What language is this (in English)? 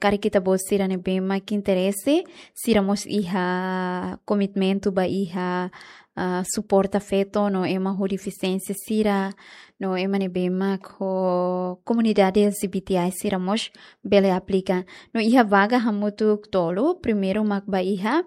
Tetum